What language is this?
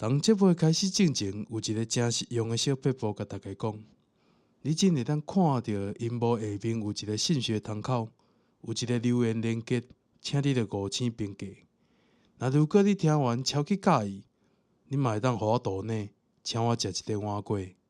Min Nan Chinese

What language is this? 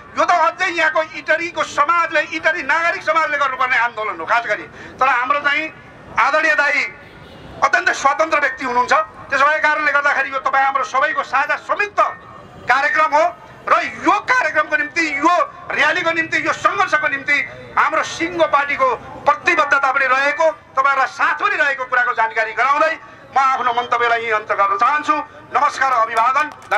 Nepali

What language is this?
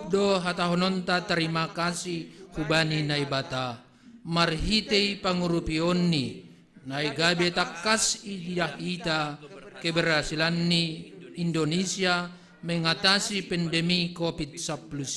Batak Simalungun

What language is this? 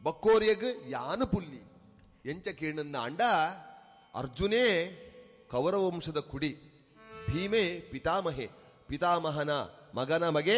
Tulu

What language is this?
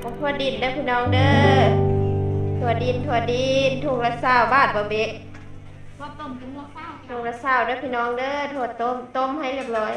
Northeastern Thai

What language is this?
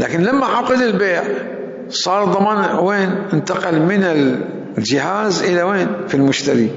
Mesopotamian Arabic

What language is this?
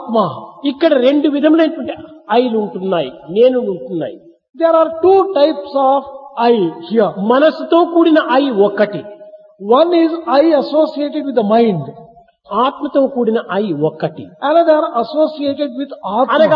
Telugu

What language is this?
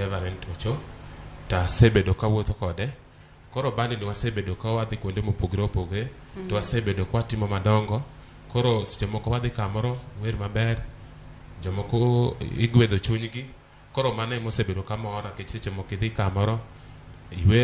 Luo (Kenya and Tanzania)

